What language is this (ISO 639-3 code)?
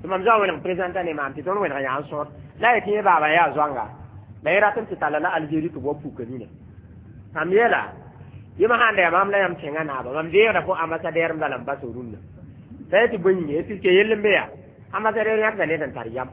mos